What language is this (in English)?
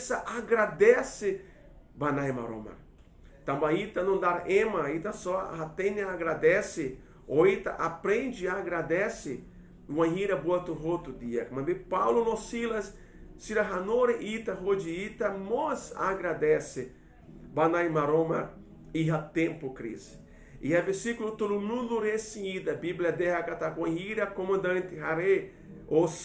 Tetum